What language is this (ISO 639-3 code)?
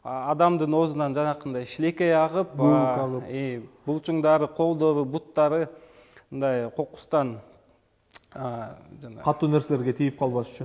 kir